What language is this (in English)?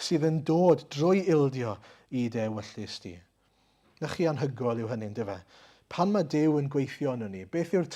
Welsh